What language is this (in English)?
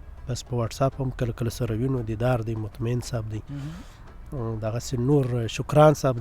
Pashto